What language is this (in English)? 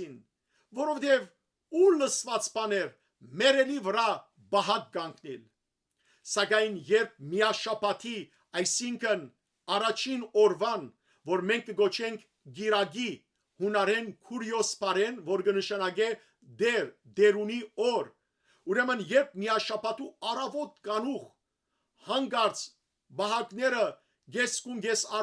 Western Armenian